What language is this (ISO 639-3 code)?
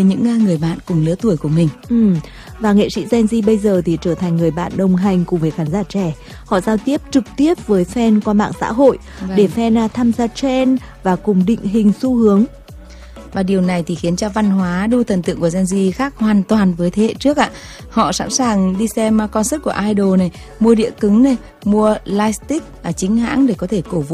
vie